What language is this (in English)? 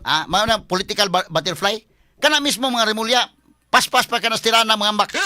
Cebuano